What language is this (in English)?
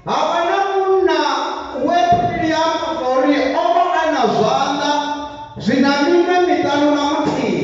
Venda